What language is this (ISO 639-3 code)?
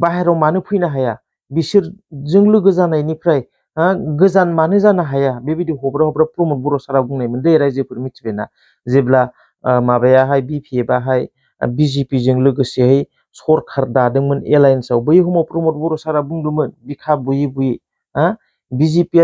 brx